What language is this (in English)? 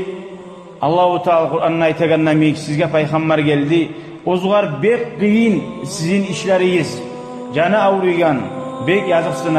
Kumyk